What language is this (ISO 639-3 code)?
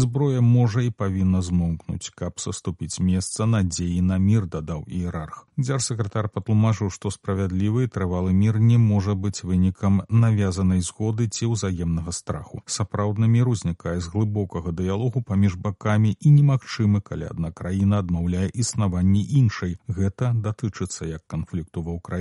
bel